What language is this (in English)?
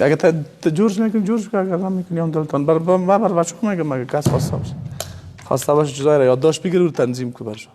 Persian